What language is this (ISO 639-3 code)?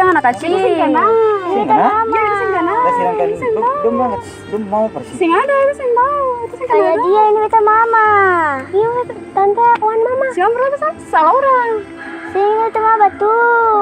abs